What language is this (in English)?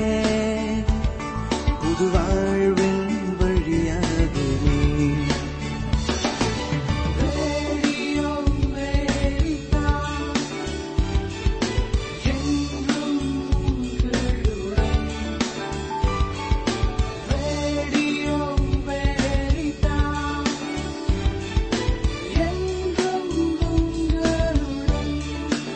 Tamil